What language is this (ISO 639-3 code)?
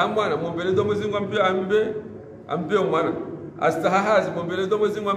swa